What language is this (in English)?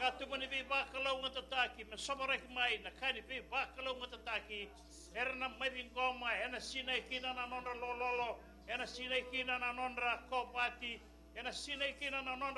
Fijian